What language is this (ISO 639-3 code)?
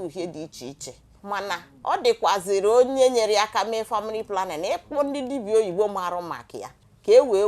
ibo